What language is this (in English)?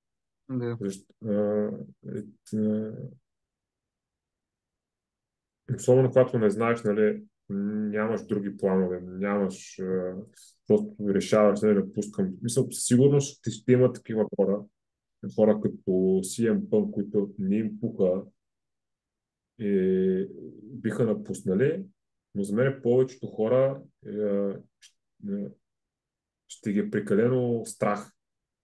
Bulgarian